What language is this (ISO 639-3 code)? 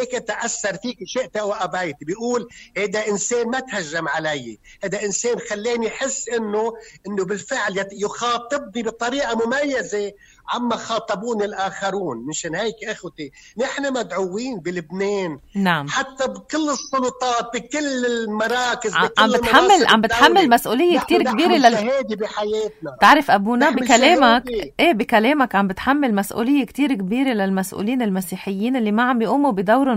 apc